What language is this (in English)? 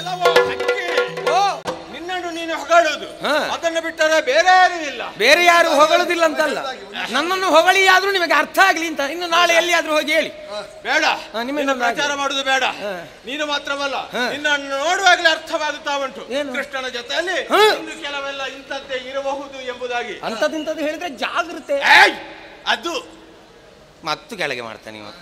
Kannada